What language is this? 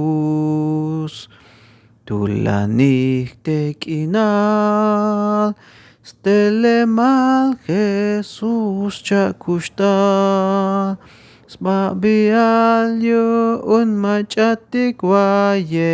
Tzeltal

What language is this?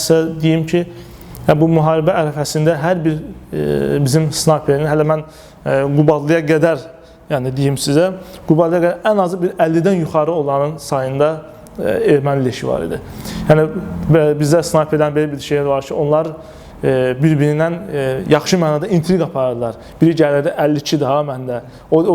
Azerbaijani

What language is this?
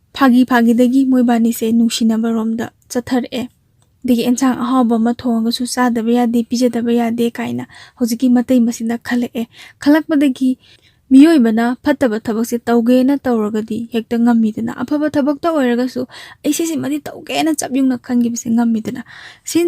Manipuri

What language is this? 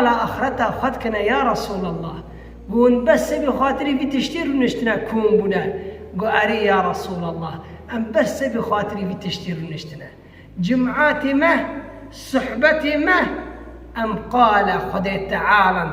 Kurdish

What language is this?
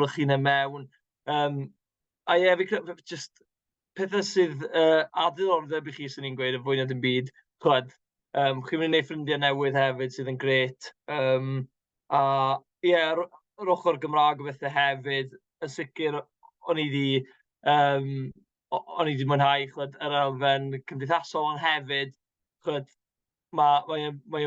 Welsh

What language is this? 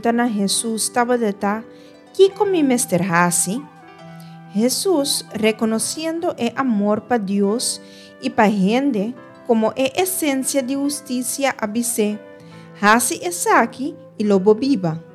Papiamento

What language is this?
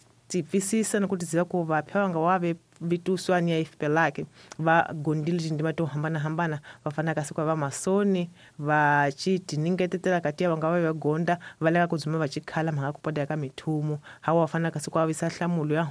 Tsonga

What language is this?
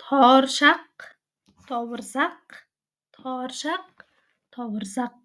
Tuvinian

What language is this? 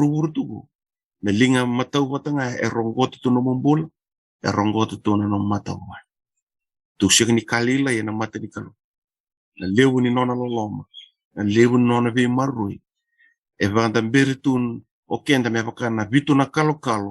Fijian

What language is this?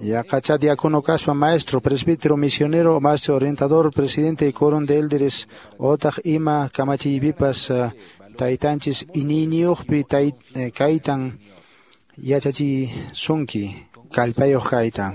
Quechua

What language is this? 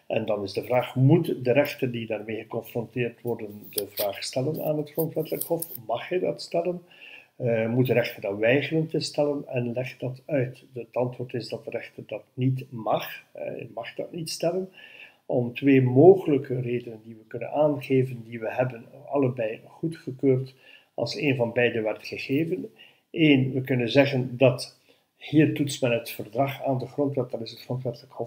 Dutch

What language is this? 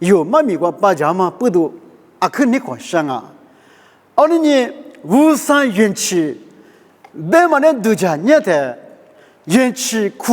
Lisu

